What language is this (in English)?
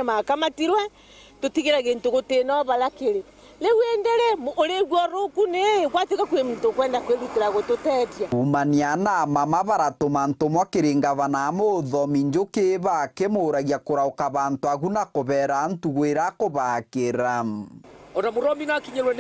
Meru